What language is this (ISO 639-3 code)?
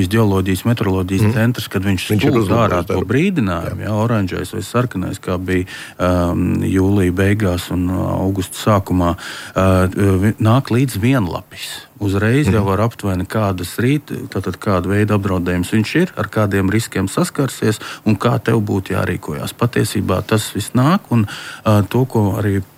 lav